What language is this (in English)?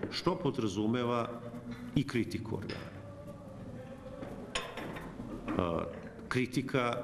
Serbian